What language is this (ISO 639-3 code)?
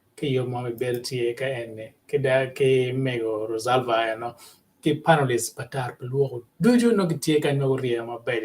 ach